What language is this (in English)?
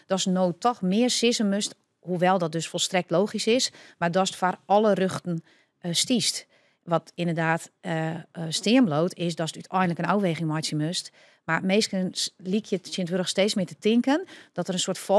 Western Frisian